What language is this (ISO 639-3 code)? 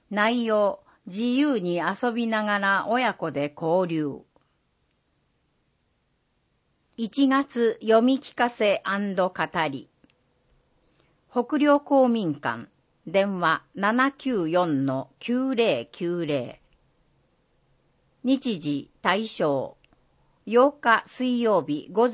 jpn